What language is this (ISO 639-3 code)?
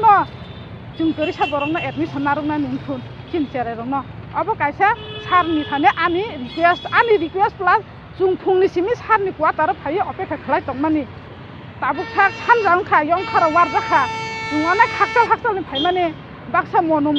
trp